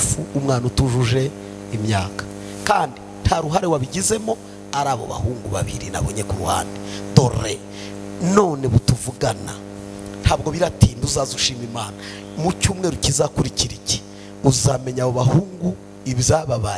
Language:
Kinyarwanda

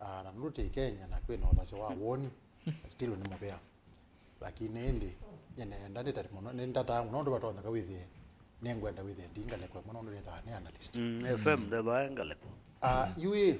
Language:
Kamba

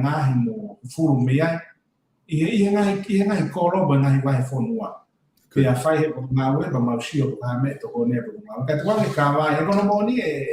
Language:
Tongan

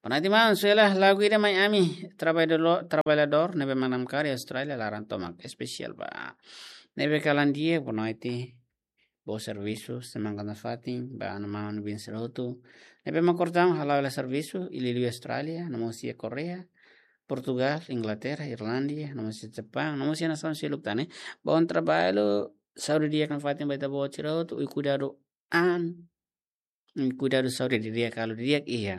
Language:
Tetum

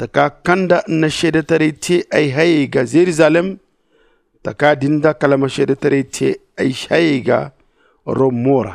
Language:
Zarma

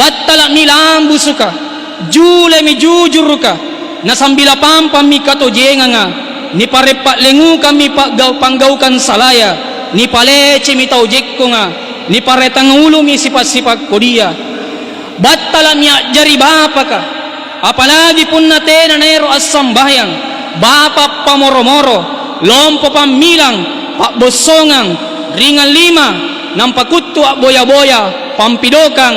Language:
Makasar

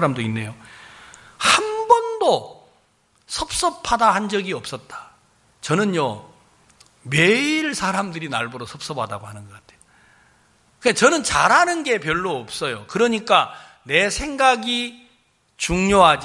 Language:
Korean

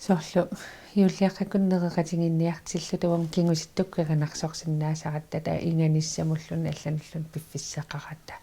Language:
Kalaallisut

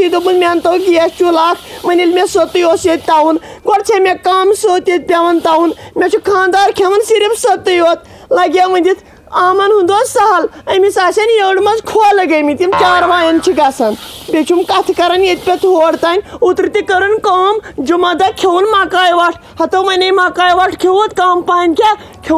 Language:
Kashmiri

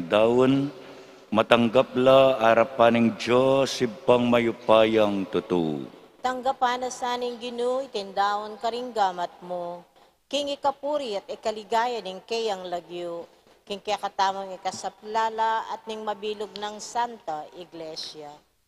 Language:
Pampanga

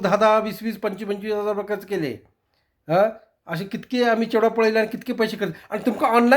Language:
Konkani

